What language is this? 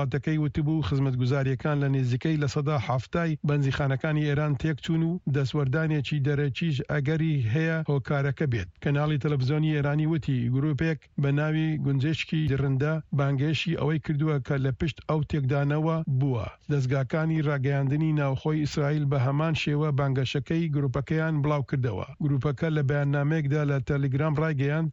Central Kurdish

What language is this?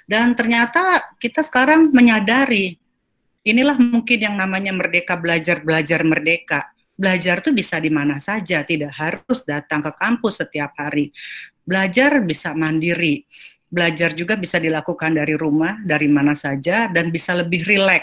Indonesian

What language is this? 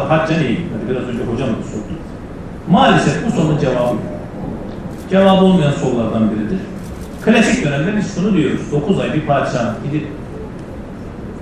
Turkish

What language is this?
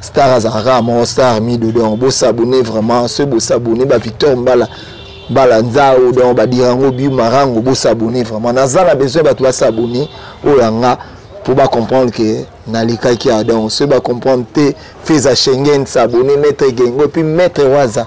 Lingala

